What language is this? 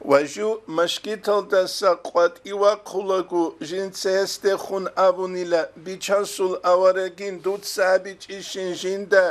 Avaric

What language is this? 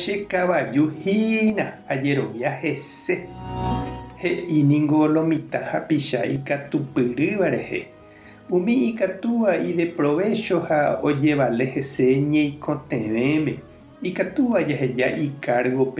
Guarani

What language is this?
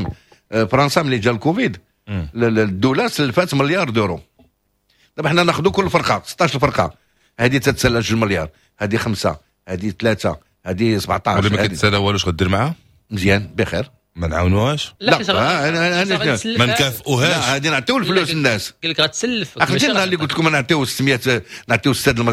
Moroccan Arabic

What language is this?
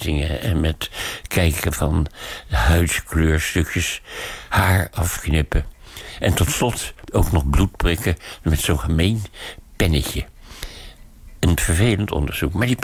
Dutch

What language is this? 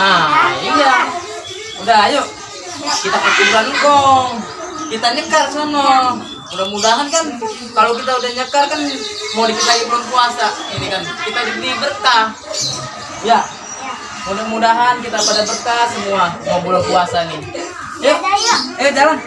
Betawi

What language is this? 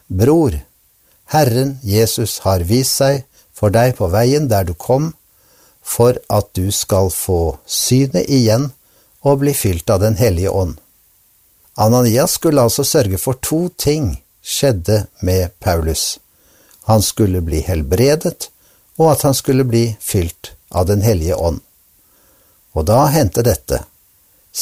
Norwegian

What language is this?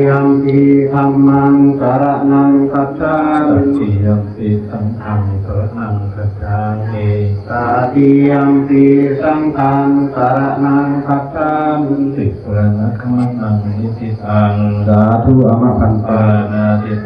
Pali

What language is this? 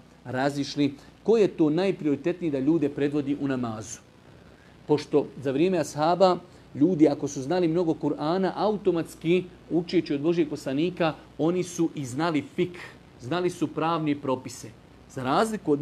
Bosnian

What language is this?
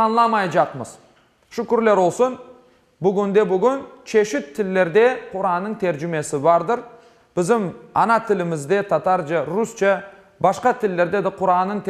Crimean Tatar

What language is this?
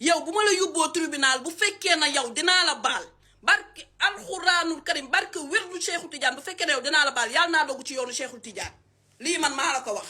Wolof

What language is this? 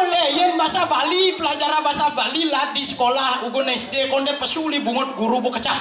Balinese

